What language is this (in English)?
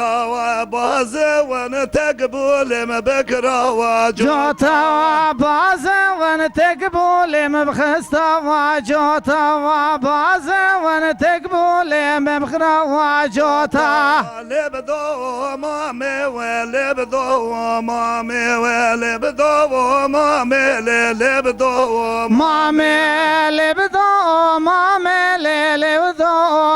Kurdish